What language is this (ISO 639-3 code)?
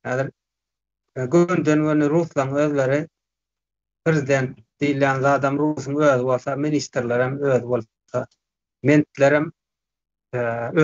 tuk